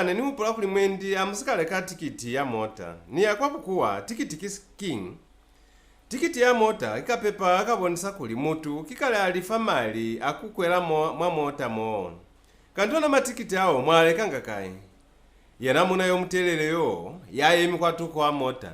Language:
Lozi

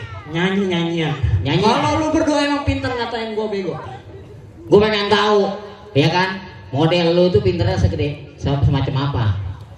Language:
Betawi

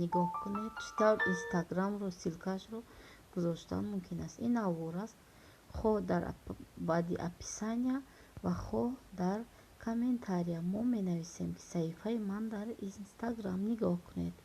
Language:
Tajik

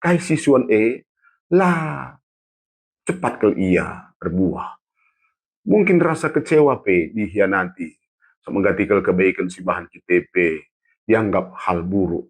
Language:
Batak Karo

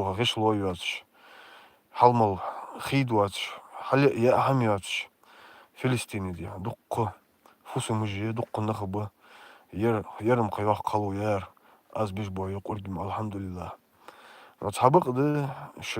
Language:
Chechen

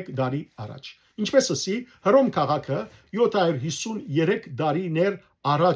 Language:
Western Armenian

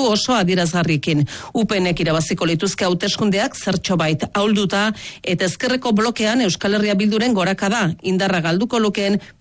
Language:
Basque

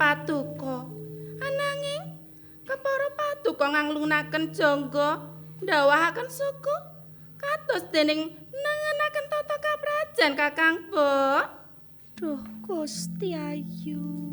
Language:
Javanese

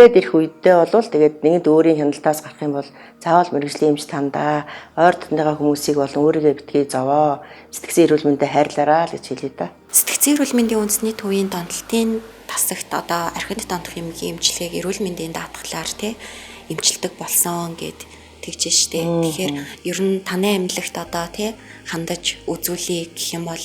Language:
Mongolian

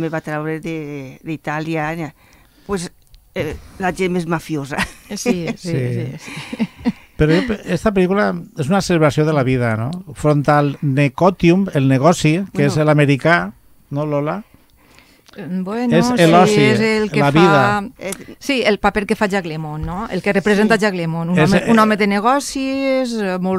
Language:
Catalan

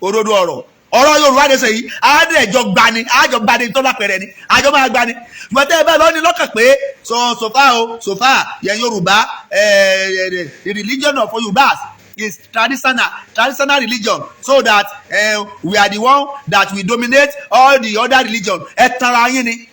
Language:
Yoruba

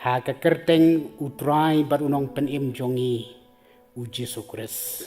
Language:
Khasi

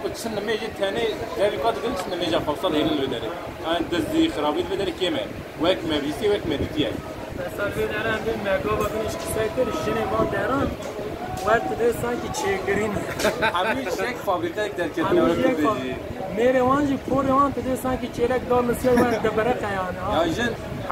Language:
Kurdish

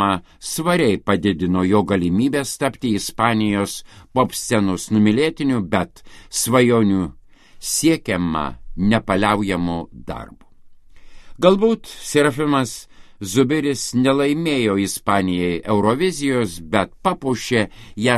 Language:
Lithuanian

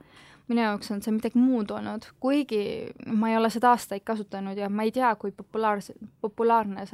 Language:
Estonian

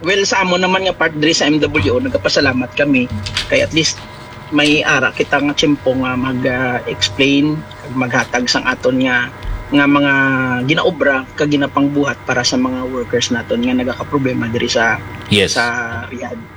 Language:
Hiligaynon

